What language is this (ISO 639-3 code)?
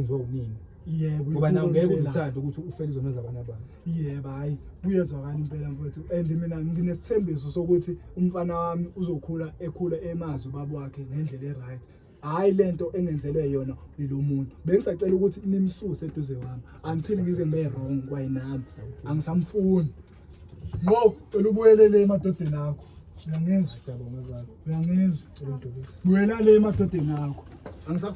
zul